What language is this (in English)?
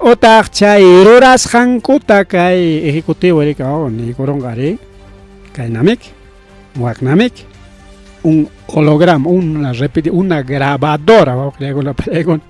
Ayacucho Quechua